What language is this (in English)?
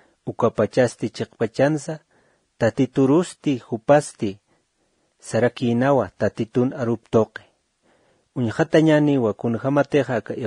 Aymara